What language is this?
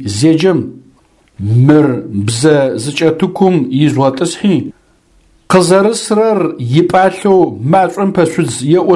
Adyghe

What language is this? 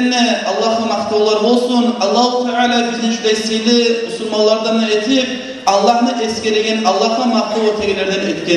Kumyk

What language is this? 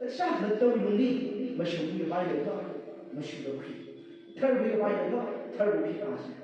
Tangkhul Naga (India)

